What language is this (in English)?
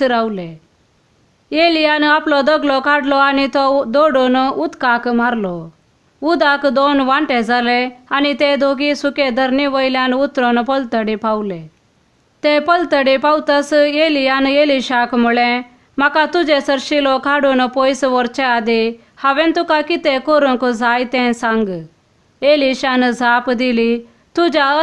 Konkani